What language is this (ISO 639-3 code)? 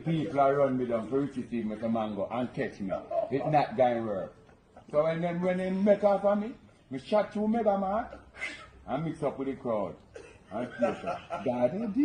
jam